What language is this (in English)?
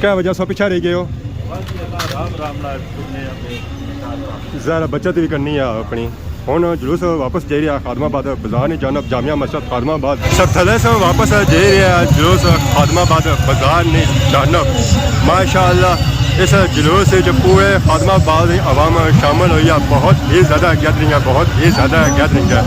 Pahari-Potwari